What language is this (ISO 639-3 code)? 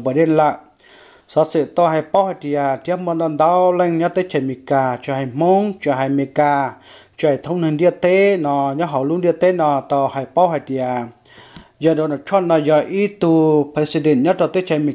hmn